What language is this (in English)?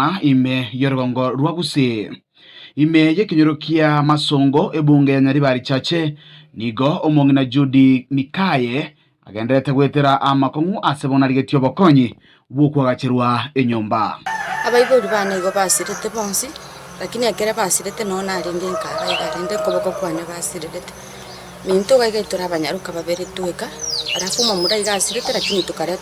Gusii